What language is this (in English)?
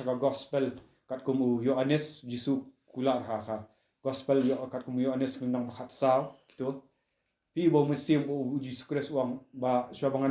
Khasi